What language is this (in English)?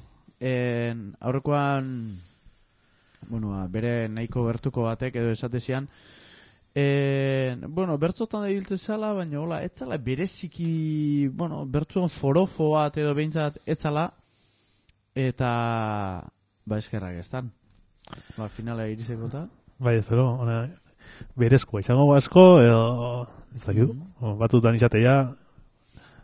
Basque